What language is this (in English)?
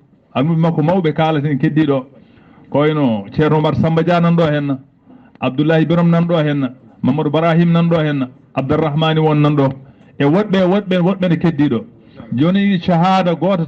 Fula